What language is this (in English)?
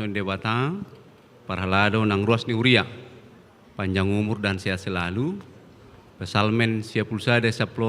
Batak Toba